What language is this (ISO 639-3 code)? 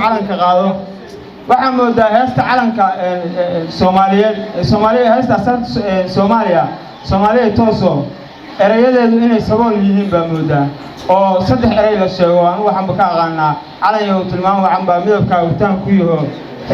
som